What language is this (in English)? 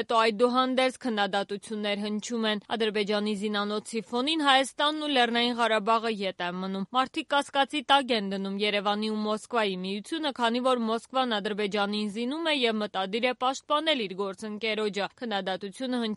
Armenian